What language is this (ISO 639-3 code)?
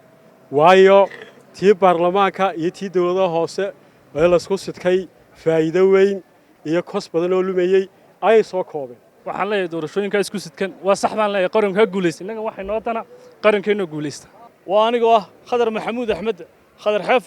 som